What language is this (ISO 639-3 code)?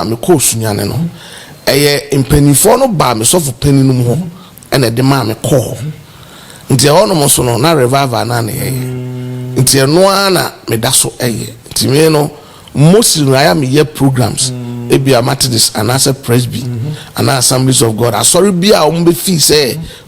aka